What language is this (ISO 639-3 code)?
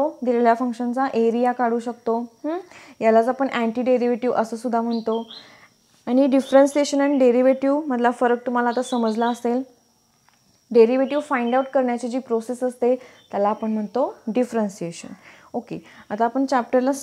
mar